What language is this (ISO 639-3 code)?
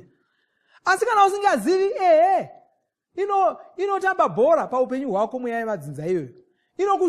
sna